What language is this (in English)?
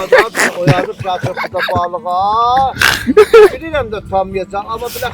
South Azerbaijani